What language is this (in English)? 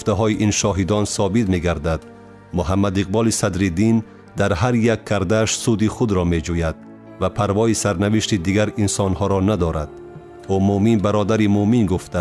Tajik